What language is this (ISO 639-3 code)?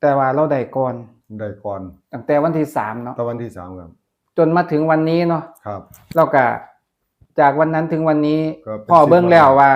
tts